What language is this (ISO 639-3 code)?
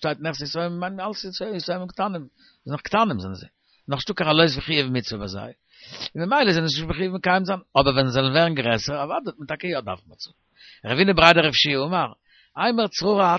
yid